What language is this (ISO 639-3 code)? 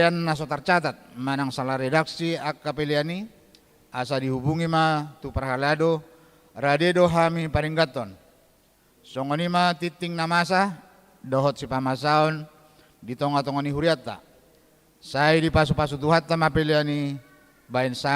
bbc